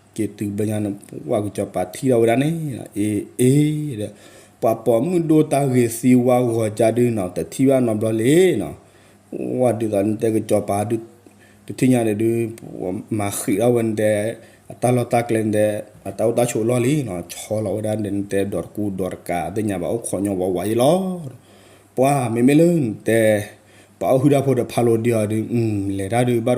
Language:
S'gaw Karen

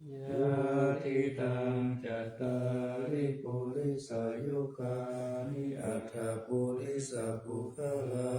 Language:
Pali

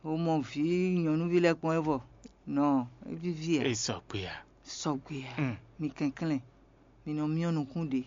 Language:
Fon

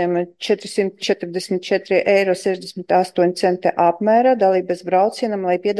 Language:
Latvian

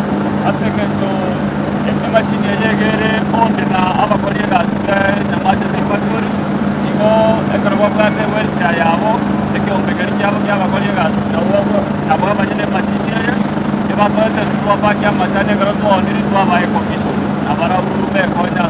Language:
Gusii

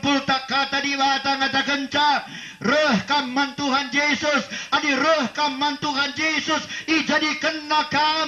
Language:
Batak Karo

